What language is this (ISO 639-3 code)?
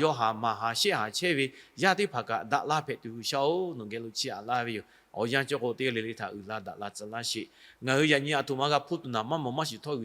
lhu